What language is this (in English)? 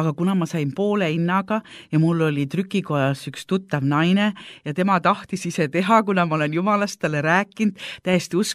Estonian